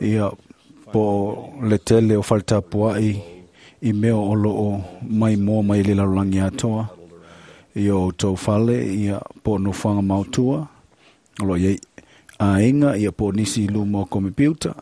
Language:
Samoan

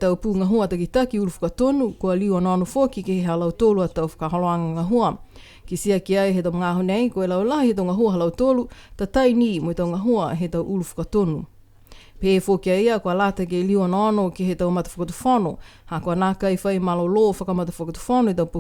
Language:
Niuean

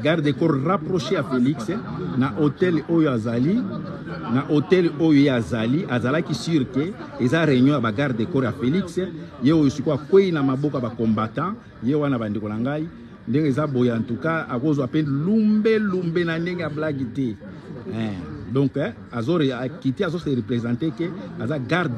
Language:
Lingala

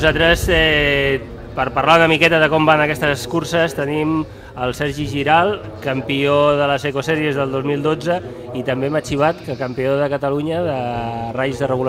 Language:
Catalan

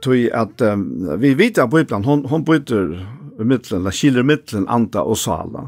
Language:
Faroese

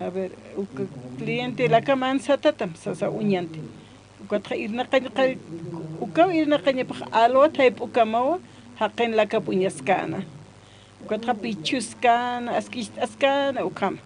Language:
Aymara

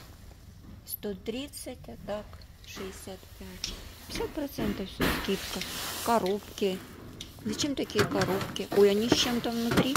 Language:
Russian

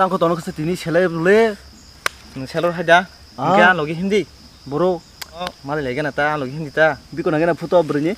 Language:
Kok Borok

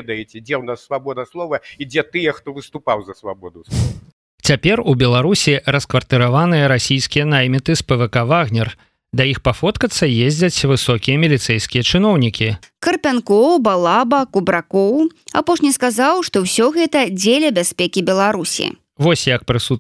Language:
Belarusian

